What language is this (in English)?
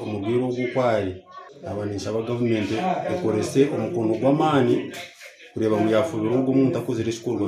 Nyankole